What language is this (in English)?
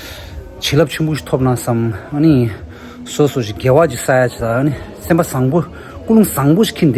Tibetan